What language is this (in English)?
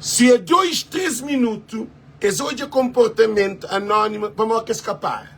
Kabuverdianu